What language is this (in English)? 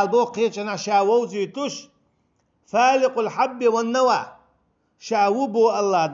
Chechen